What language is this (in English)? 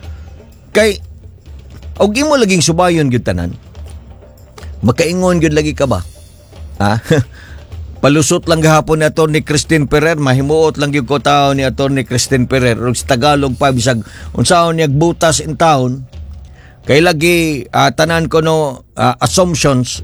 Cebuano